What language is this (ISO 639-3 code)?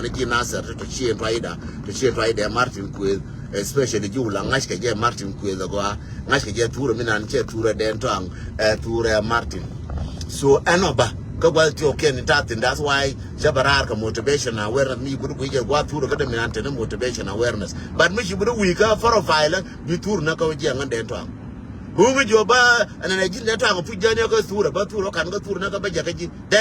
nus